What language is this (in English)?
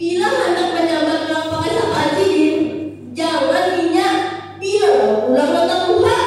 Banjar